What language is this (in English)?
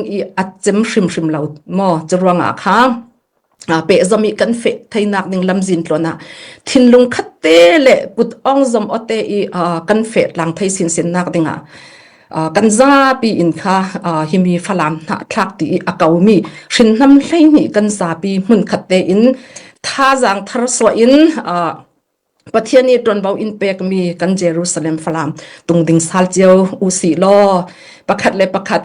Falam Chin